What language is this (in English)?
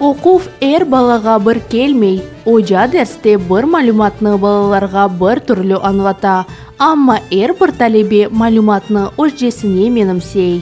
Crimean Tatar